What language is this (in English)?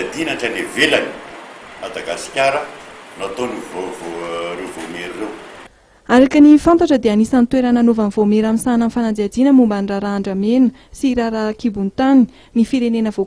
Malagasy